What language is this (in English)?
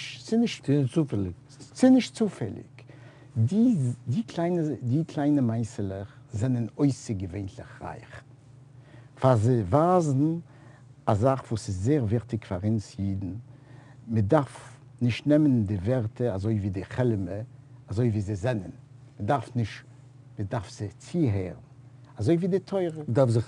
Yiddish